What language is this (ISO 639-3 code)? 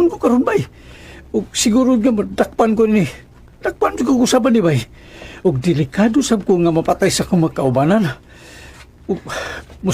ceb